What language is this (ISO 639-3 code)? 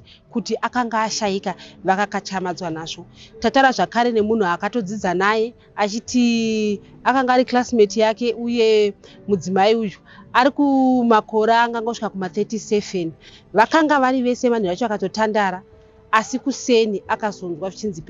sna